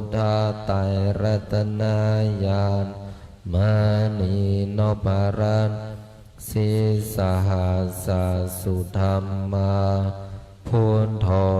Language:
Pali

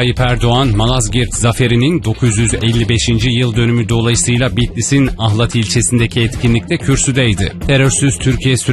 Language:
Turkish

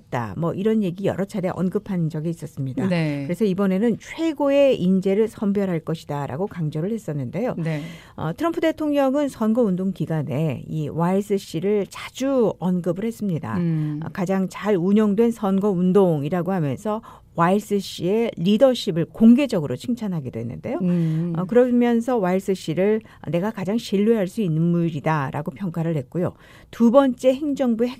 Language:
Korean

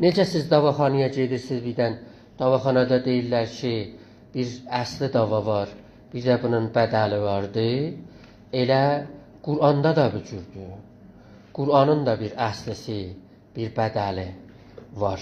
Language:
South Azerbaijani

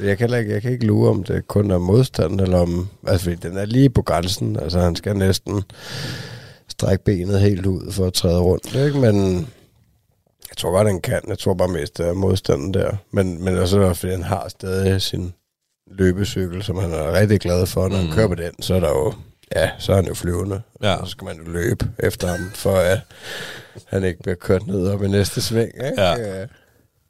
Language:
Danish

